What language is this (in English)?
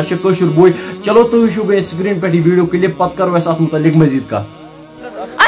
Kashmiri